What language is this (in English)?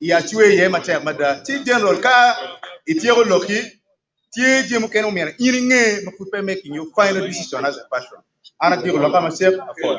Acoli